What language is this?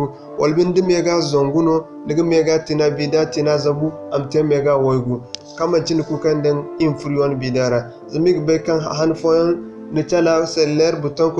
Zarma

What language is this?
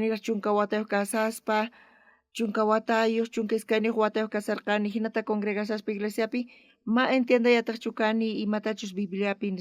South Bolivian Quechua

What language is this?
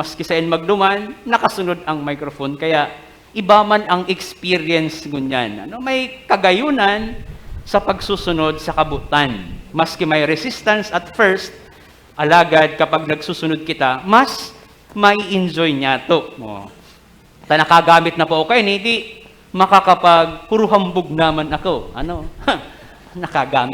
Bikol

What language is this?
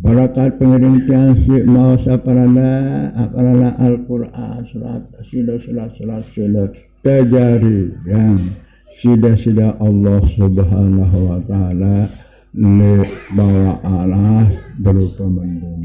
Sasak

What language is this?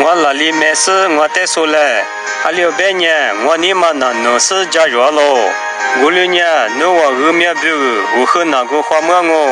Lisu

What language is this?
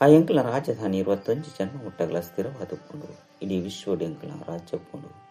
Tulu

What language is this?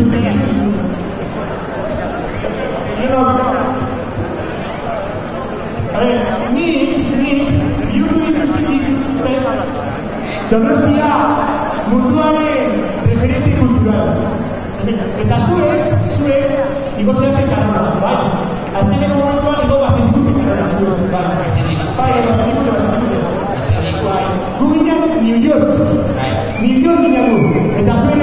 Basque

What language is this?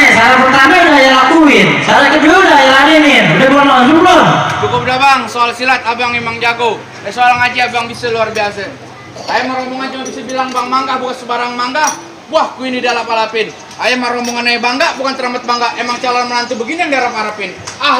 Betawi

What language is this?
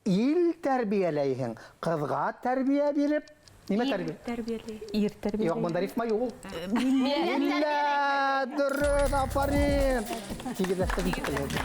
Bashkir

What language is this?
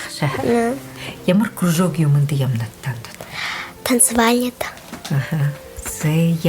Buriat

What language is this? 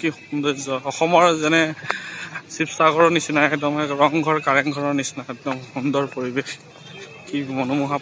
Assamese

